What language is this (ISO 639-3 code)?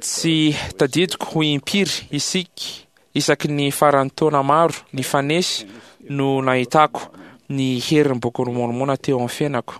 mlg